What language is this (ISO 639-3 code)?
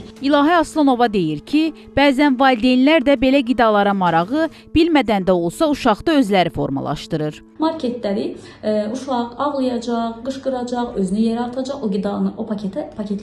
aze